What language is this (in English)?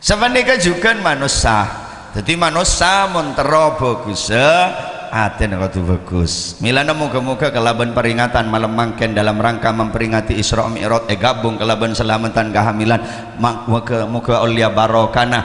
Madurese